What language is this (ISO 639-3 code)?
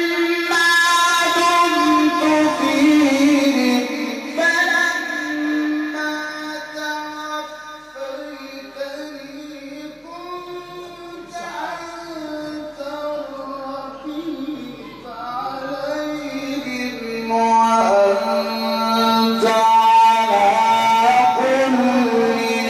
ara